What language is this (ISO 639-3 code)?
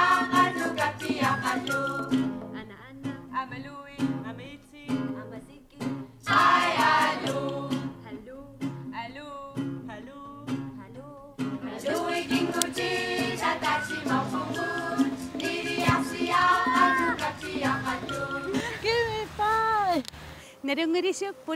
kal